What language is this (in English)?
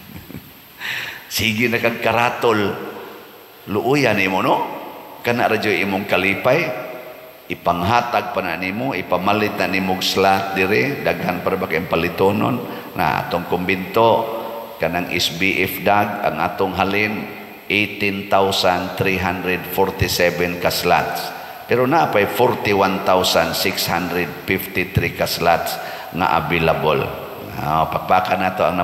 Cebuano